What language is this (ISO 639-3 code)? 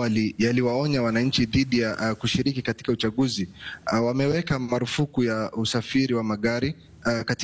swa